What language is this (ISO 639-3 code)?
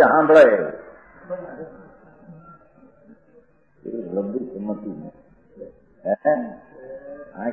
guj